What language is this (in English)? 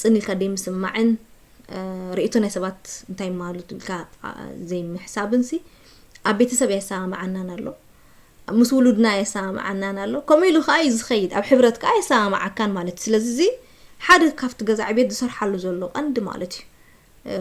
Tigrinya